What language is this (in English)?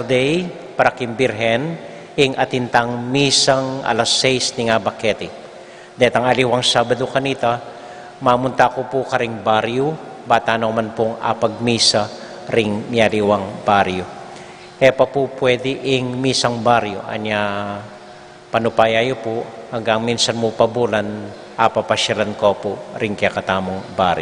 Pampanga